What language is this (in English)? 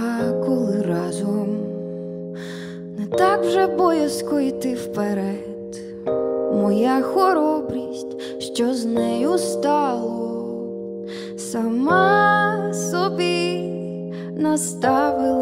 Ukrainian